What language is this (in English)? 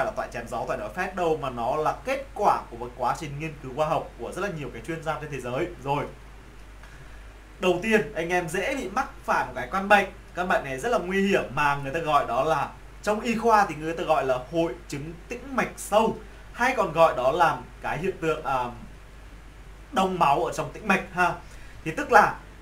Vietnamese